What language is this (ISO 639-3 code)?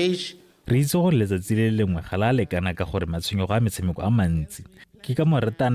tsn